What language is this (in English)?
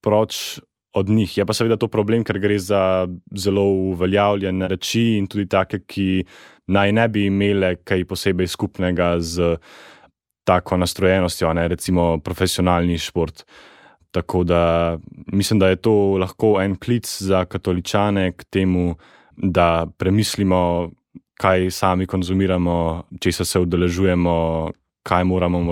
Slovenian